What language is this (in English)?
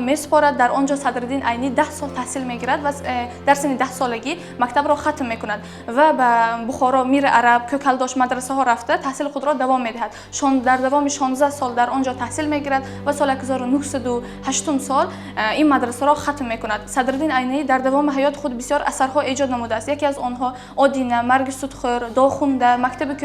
Tajik